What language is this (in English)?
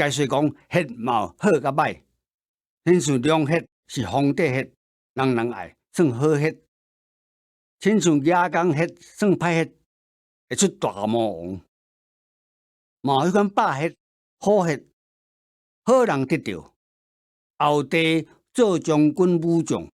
Min Nan Chinese